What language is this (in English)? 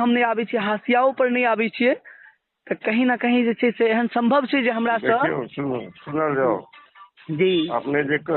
Maithili